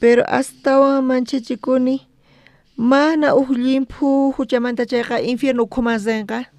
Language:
South Bolivian Quechua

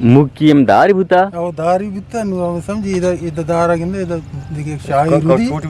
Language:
Eastern Balochi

